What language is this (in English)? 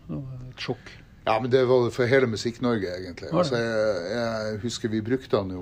Norwegian